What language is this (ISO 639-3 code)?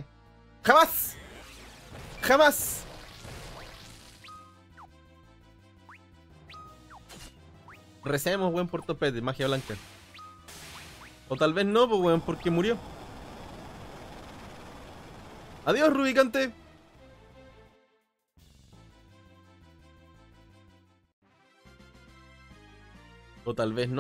spa